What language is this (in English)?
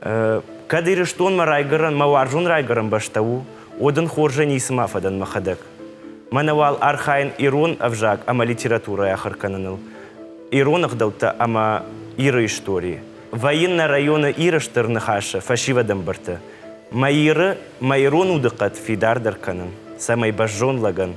Ossetic